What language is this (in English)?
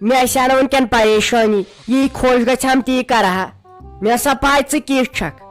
Kashmiri